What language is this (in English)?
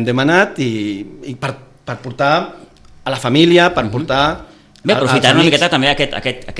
Catalan